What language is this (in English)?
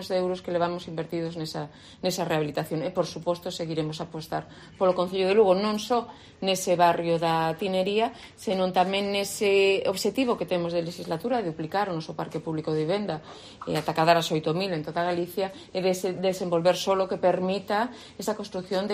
Galician